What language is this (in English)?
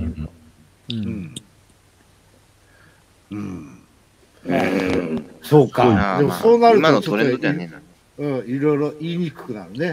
Japanese